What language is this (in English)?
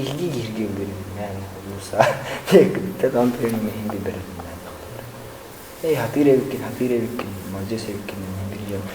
Yakut